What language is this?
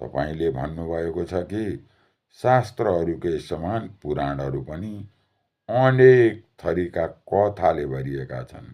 Nepali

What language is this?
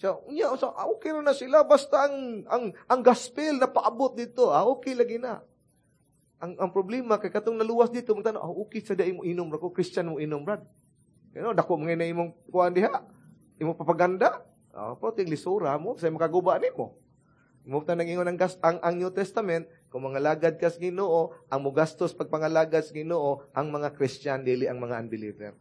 Cebuano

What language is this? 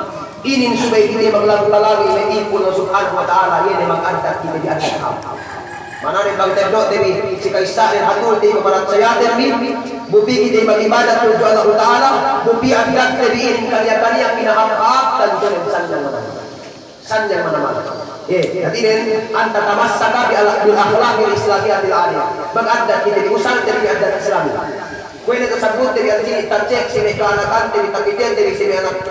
Yakan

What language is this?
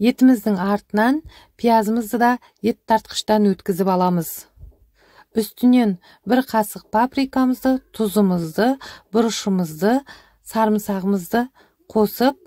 Kazakh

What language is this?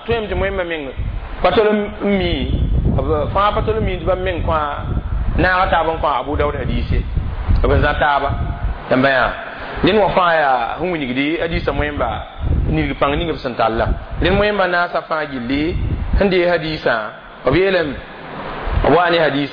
Mossi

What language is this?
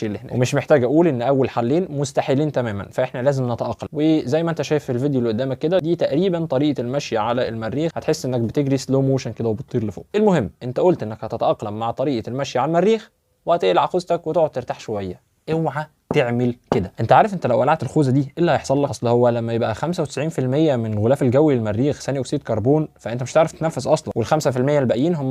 Egyptian Arabic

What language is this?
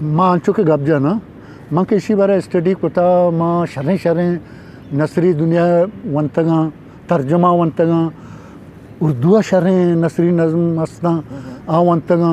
Eastern Balochi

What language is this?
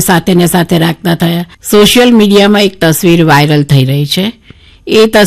Gujarati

